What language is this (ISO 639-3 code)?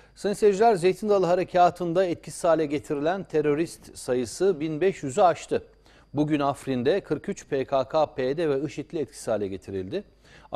tur